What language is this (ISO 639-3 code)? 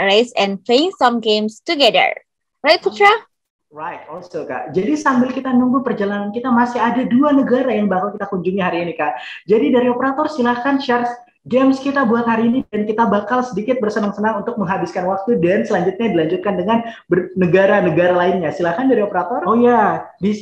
ind